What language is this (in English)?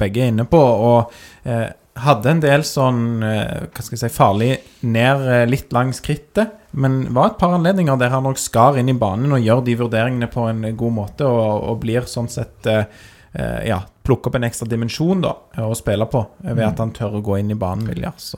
Norwegian